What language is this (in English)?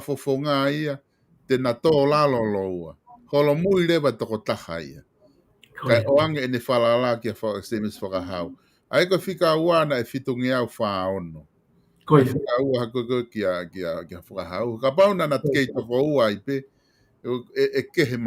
Tongan